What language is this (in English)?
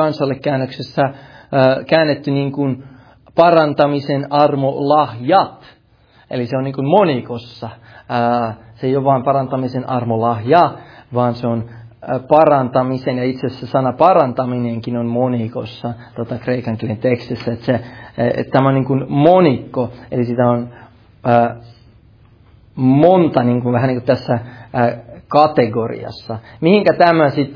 Finnish